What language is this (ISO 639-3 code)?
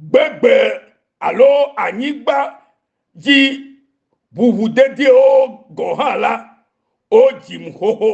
ewe